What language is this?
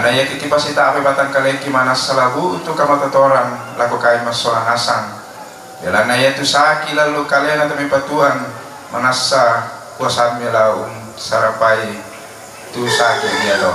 Toraja-Sa'dan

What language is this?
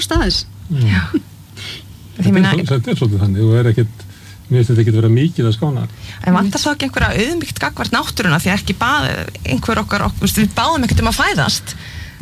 Icelandic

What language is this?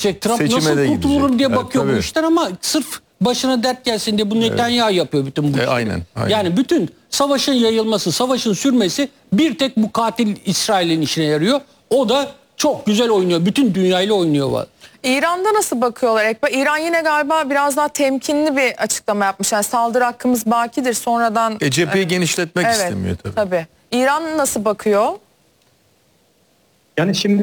Turkish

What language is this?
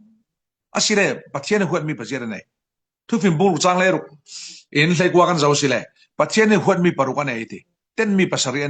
Falam Chin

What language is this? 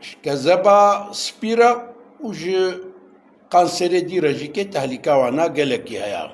Kurdish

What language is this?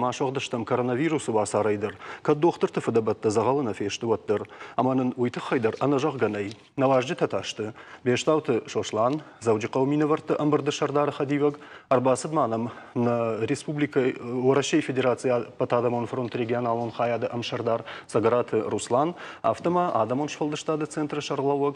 Ossetic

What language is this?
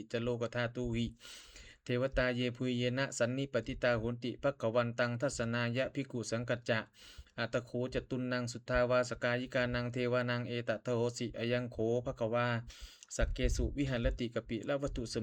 Pali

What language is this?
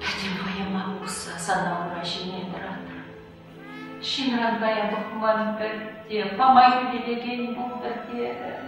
Chuvash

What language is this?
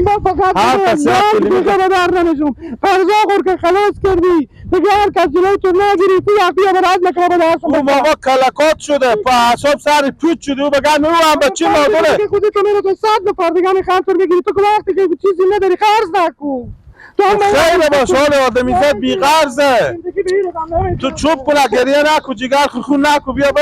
Persian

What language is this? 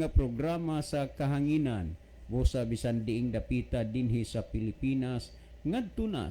Cebuano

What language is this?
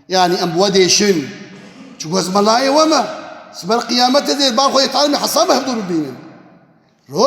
Kurdish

